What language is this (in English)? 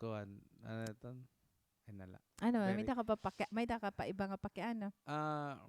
Waray